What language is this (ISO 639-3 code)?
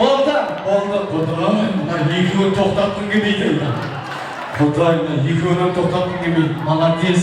kaa